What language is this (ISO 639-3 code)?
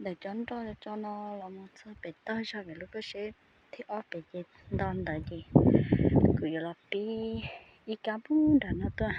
hmn